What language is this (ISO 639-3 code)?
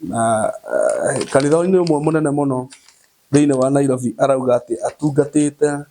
kik